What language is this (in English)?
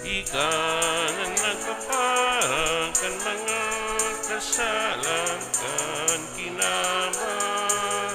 Bikol